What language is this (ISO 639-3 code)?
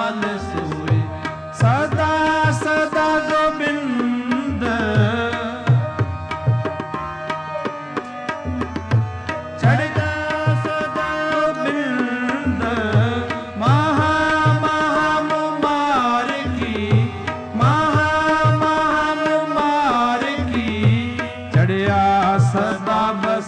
pan